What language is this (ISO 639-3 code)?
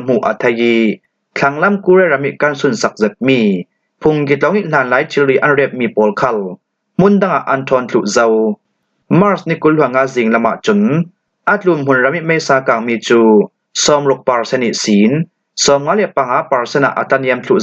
cfm